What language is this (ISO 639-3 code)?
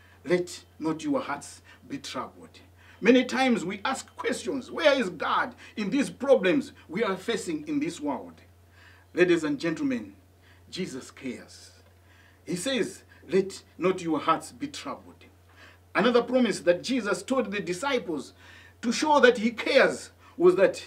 eng